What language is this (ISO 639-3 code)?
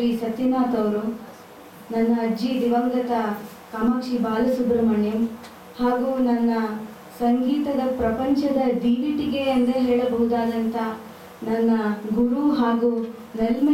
kan